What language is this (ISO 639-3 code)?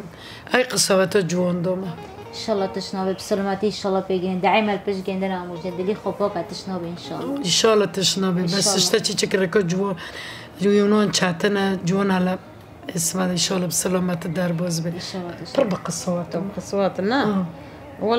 kur